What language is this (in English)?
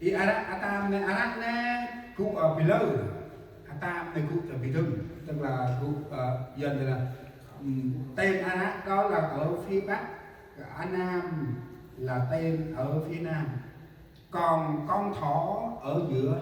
Central Mnong